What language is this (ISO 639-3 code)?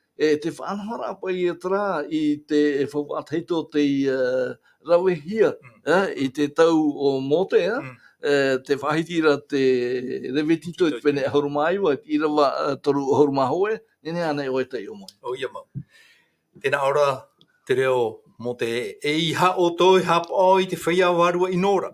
tah